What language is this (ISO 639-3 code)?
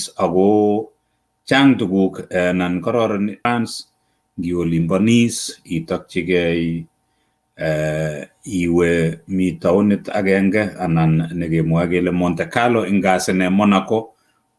kln